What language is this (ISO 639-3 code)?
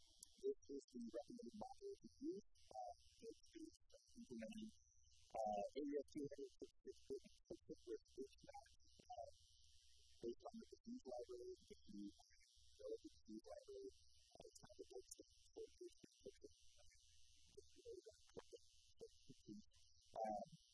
eng